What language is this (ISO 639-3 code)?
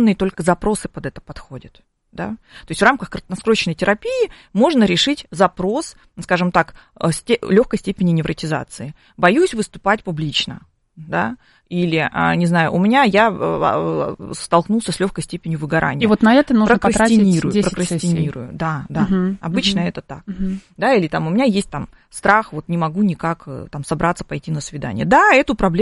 rus